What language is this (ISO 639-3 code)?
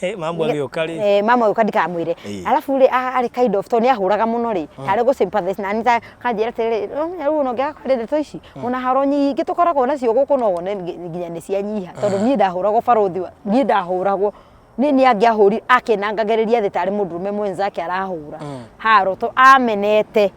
kik